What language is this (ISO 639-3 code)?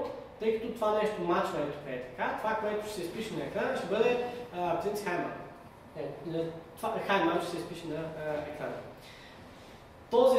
bul